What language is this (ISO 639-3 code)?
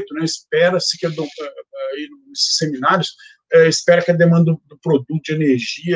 por